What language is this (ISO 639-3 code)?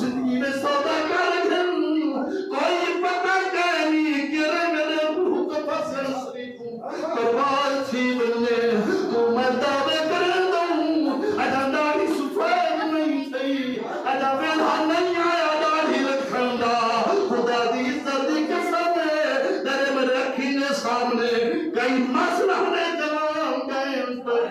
skr